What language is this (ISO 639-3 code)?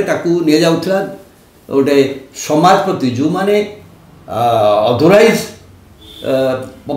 ori